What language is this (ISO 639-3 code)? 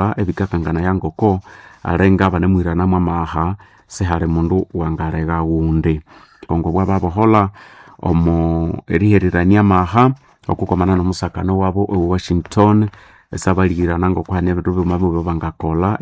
nnb